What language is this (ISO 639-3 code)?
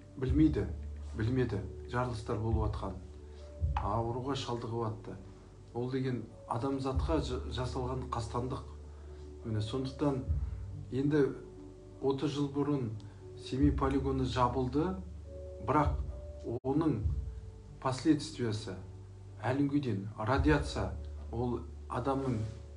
kaz